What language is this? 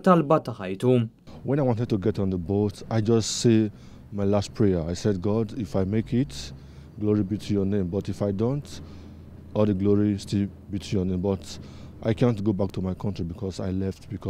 Maltese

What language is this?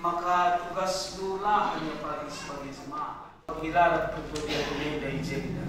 Batak Karo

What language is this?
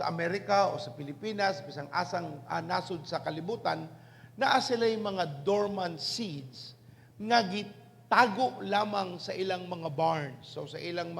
Cebuano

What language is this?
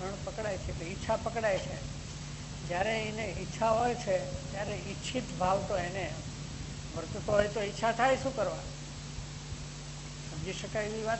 Gujarati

